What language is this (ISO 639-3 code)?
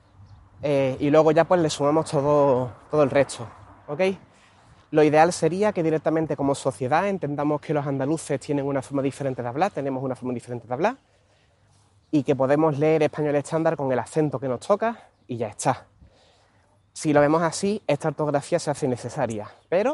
spa